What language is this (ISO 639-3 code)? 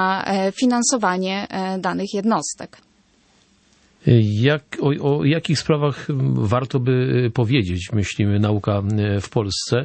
pol